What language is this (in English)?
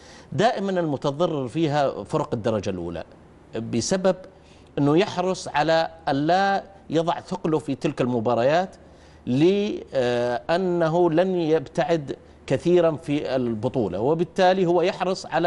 Arabic